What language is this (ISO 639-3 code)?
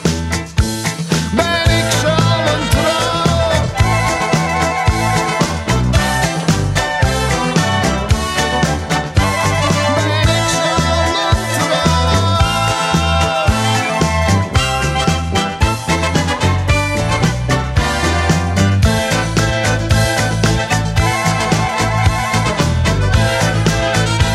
nld